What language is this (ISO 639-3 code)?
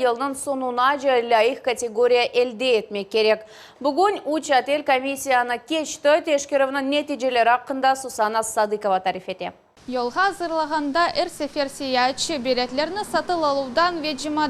crh